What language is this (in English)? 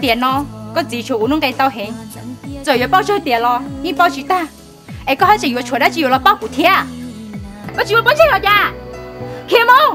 Hmong